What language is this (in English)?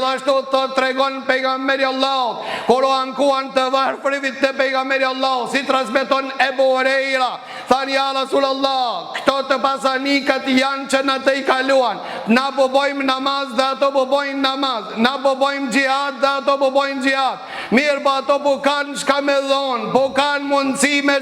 Albanian